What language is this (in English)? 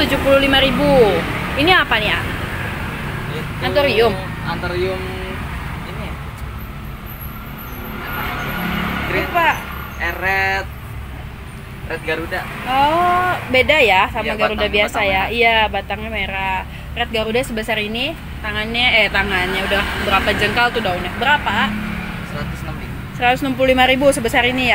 Indonesian